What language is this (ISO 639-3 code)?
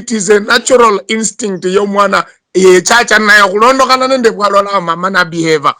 luy